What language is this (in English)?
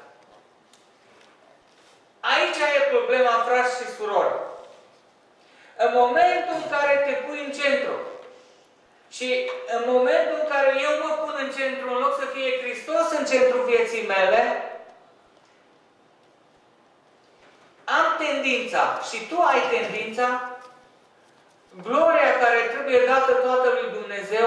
Romanian